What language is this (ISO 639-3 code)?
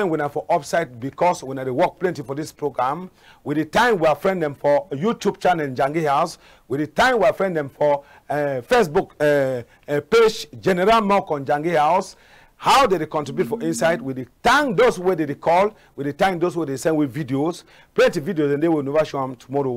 wes